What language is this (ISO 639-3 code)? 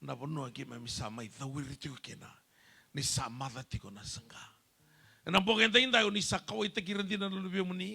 fij